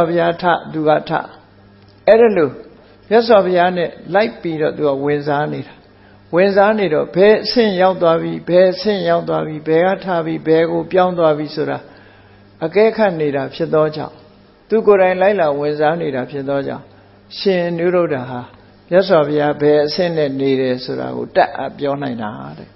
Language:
Burmese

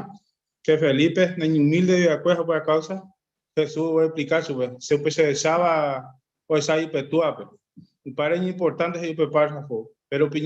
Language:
Guarani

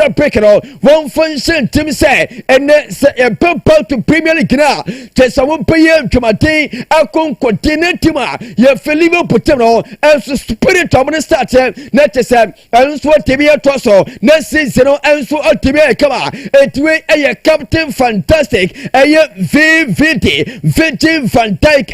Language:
Akan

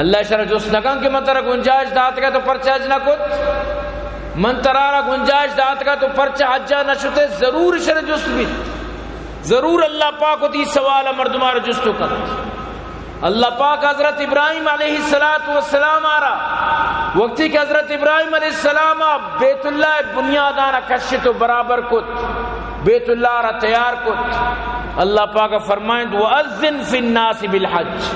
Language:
Eastern Balochi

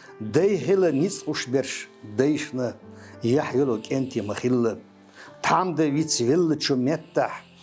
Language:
Chechen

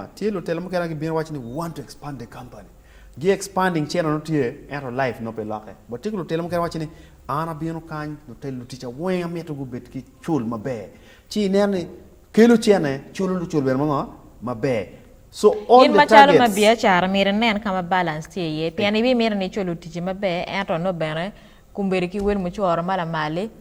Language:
Acoli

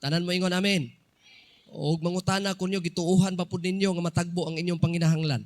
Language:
Cebuano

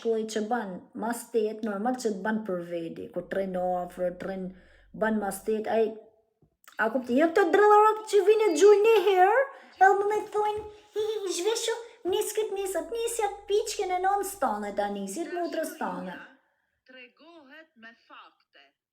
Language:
Albanian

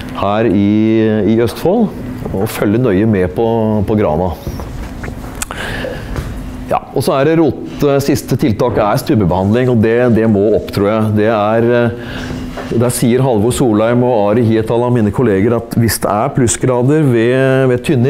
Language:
Norwegian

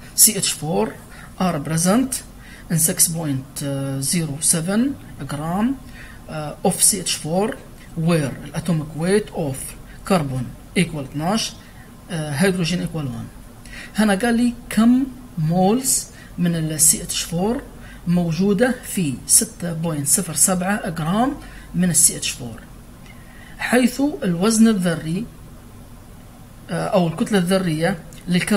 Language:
Libyan Arabic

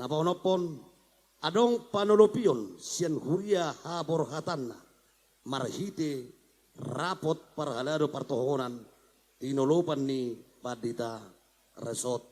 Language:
Batak Toba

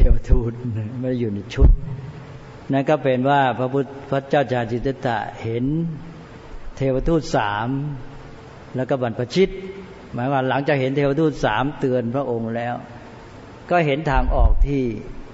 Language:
Thai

